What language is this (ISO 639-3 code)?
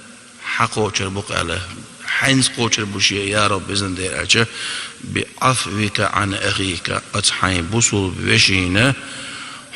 che